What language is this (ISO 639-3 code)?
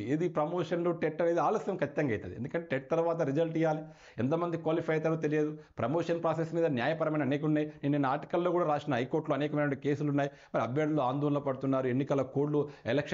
tel